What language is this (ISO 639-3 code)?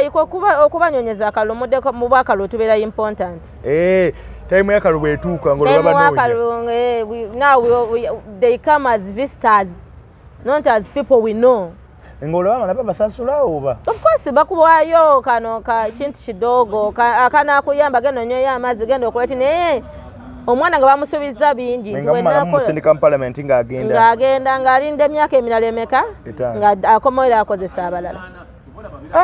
lug